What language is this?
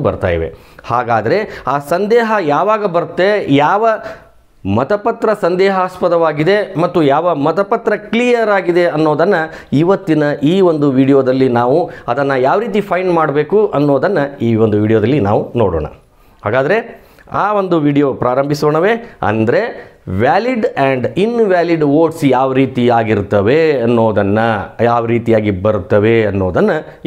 Kannada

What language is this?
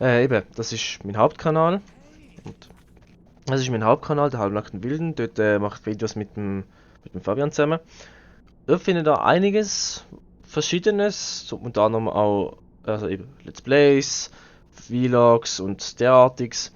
Swiss German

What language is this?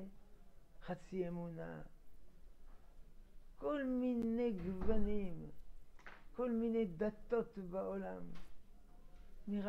Hebrew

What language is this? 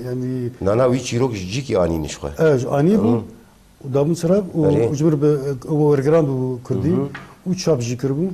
Kurdish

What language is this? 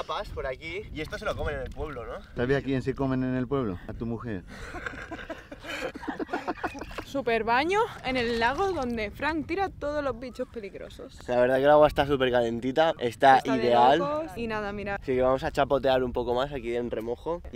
Spanish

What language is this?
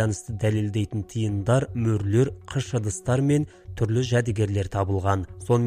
Kazakh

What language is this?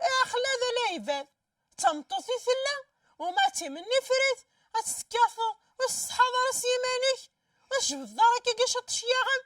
Kabyle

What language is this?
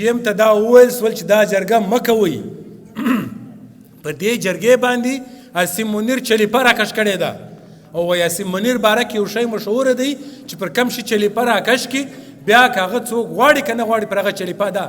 Pashto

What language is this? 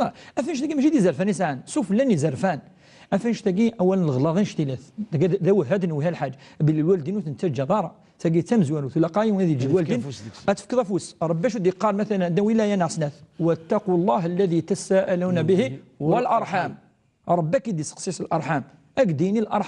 Kabyle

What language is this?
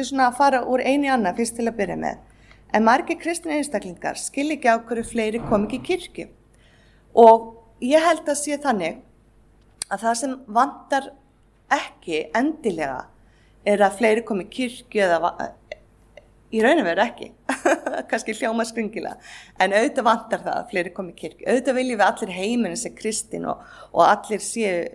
Icelandic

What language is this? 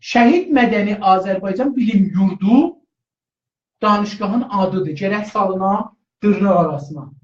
South Azerbaijani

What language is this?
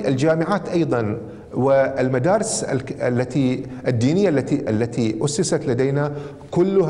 Gulf Arabic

